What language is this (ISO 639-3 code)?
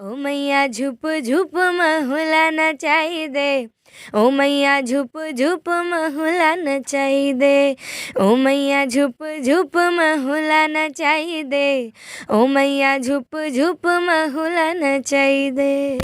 hne